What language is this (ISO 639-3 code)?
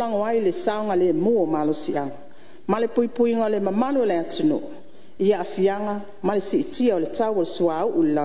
smo